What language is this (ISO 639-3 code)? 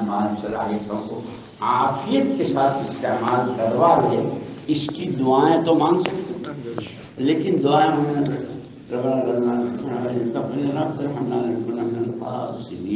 urd